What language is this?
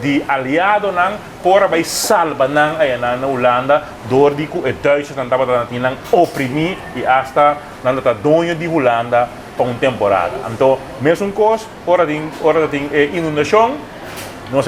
Papiamento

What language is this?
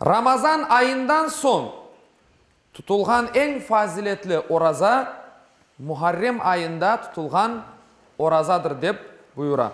Crimean Tatar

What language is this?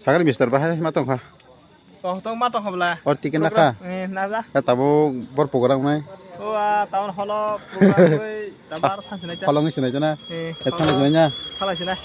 Kok Borok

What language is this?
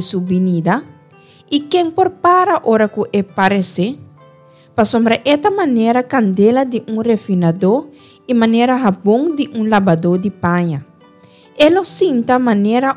Papiamento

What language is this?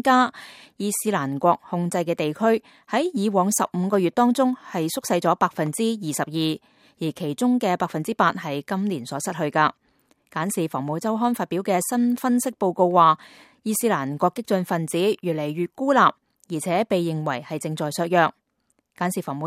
Cantonese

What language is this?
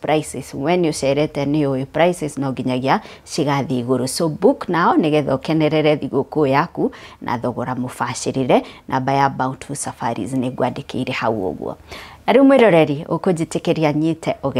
Kikuyu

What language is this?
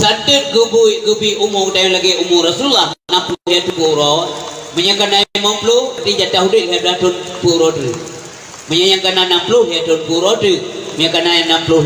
Achinese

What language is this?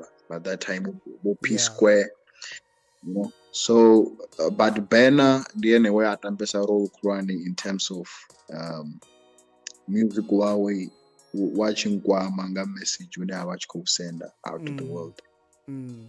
Venda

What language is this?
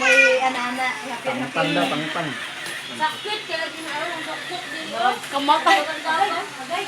Cebuano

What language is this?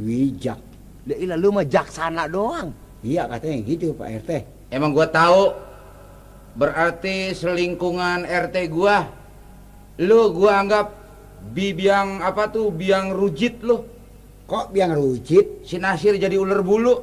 Betawi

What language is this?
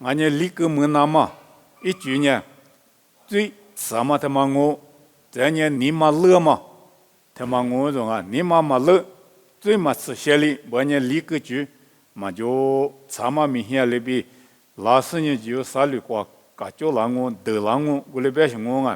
Lisu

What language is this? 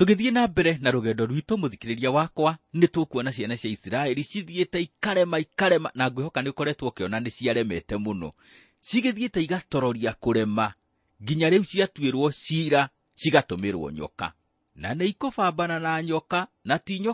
Kikuyu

